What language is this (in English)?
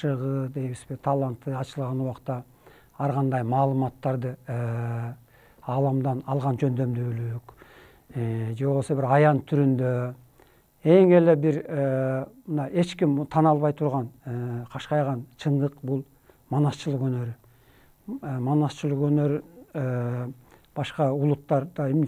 Kyrgyz